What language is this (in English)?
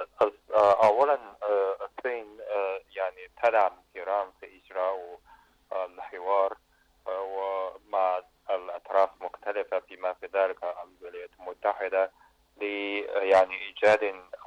Arabic